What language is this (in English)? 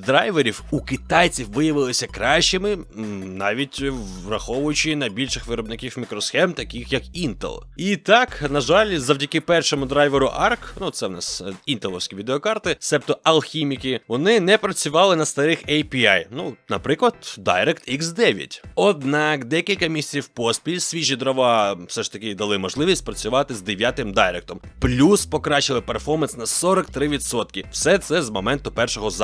Ukrainian